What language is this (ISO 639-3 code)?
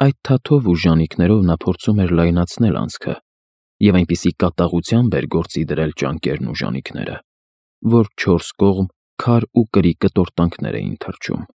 hye